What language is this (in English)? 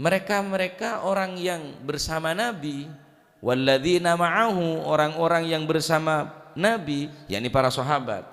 Madurese